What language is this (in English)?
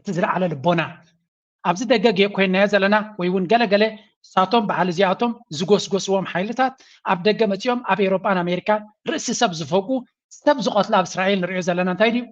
Tigrinya